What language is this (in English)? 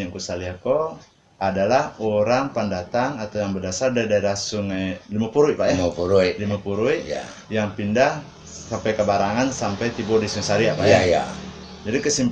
Minangkabau